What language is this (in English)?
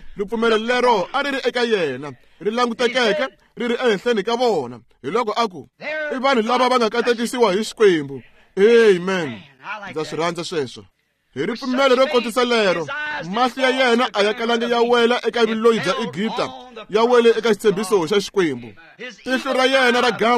Tsonga